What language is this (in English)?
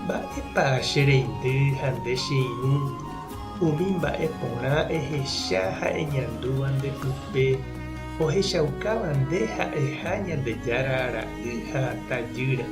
Guarani